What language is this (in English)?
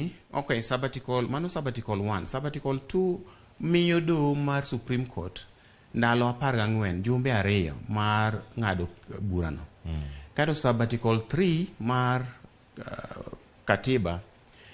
Luo (Kenya and Tanzania)